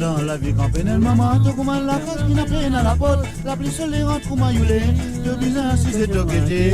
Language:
Morisyen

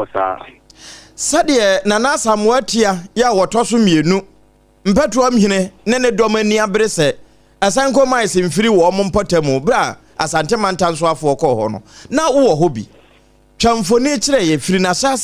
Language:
Akan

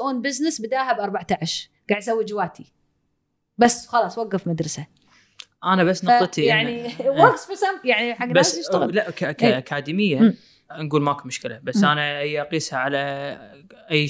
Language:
Gulf Arabic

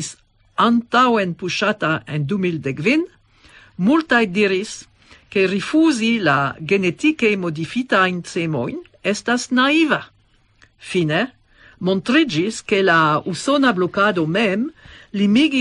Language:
Esperanto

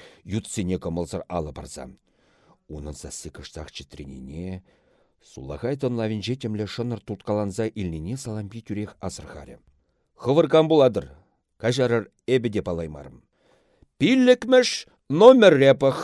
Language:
Chuvash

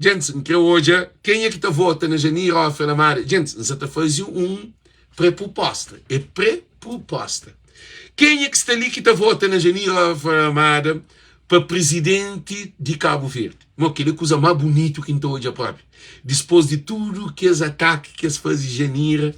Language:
Kabuverdianu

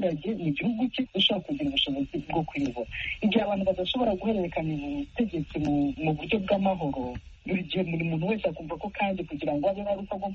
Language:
Kinyarwanda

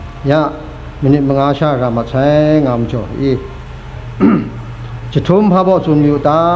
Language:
Kachin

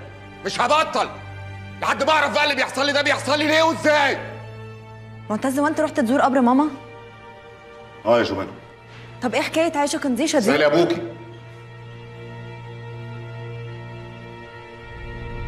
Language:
Egyptian Arabic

